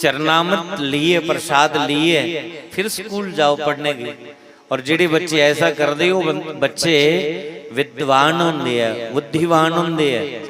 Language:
Dogri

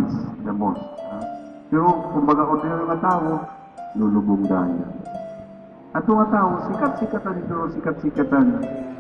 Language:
Waray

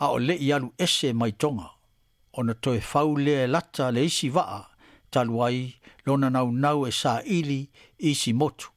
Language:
Samoan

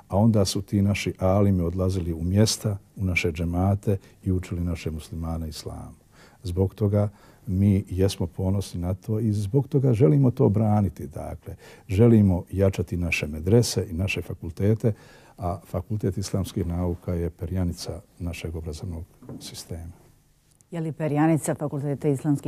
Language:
Bosnian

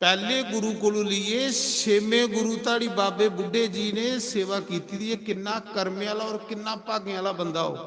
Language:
Dogri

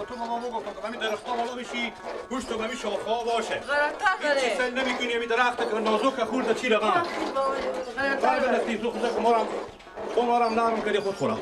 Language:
Persian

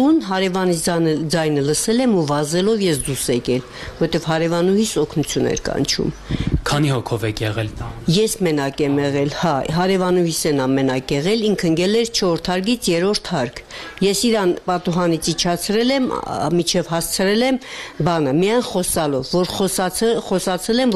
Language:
Armenian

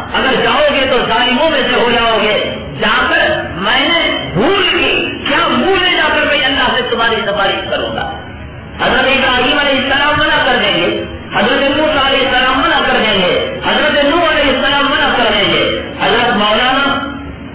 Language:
Urdu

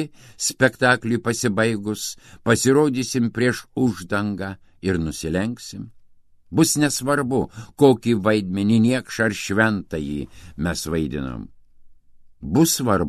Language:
Lithuanian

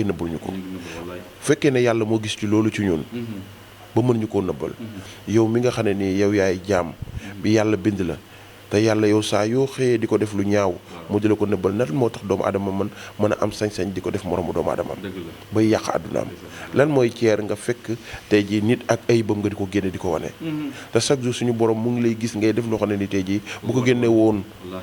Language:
Wolof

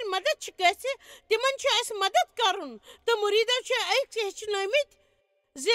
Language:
Kashmiri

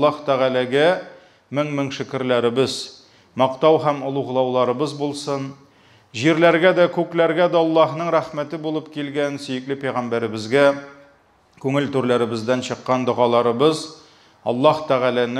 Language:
Tatar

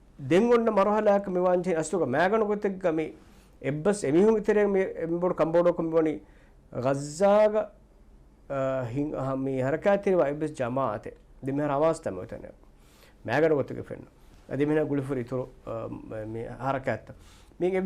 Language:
Divehi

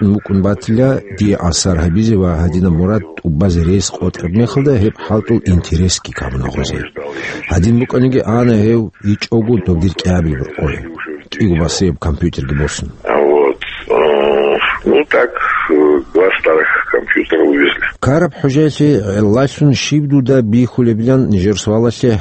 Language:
Avaric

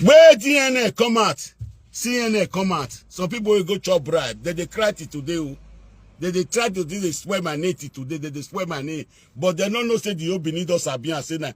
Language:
Nigerian Pidgin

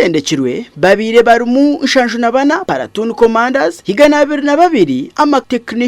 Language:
Nyankole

